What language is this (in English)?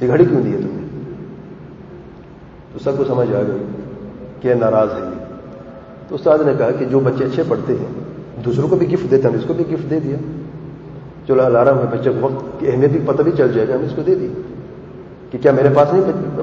Urdu